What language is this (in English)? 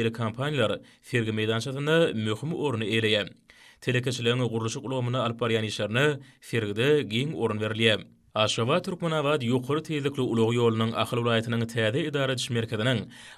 Turkmen